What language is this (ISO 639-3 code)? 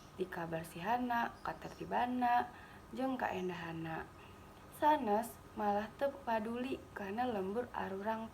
sun